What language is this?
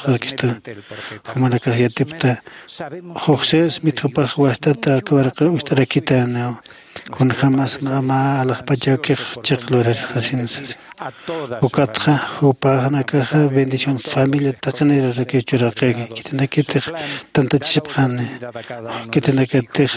Aymara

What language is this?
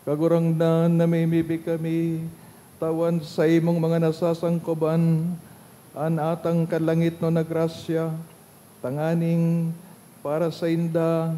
Bikol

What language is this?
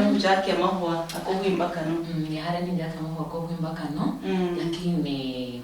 Luyia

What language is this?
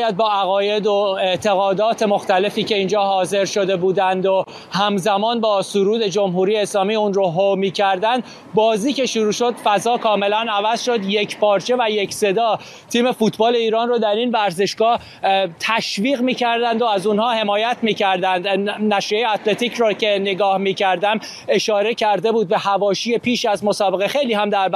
Persian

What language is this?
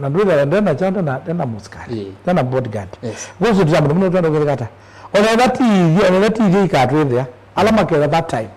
Kamba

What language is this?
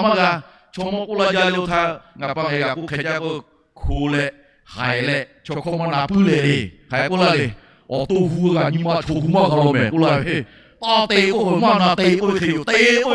Lahu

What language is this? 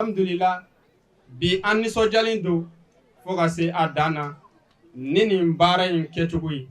Bambara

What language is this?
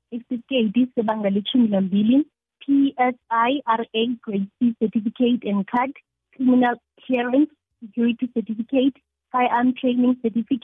South Ndebele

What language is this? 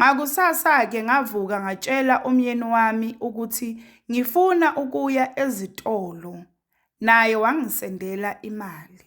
Zulu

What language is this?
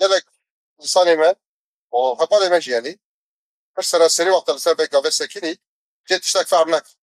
Kurdish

